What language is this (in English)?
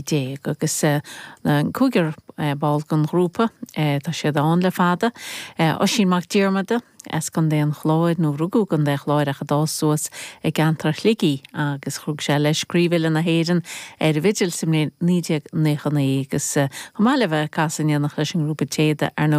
Irish